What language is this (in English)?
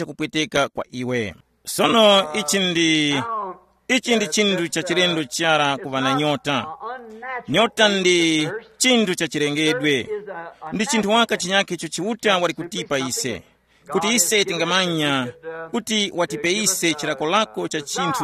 Tumbuka